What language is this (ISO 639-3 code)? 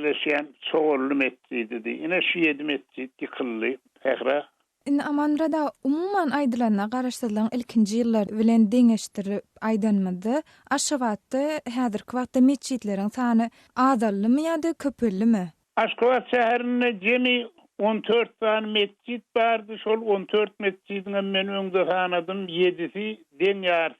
tuk